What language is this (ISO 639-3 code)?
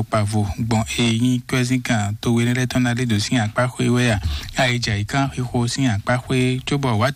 fon